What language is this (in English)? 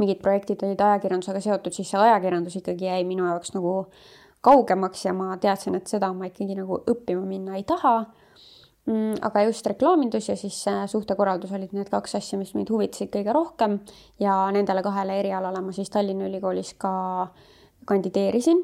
Estonian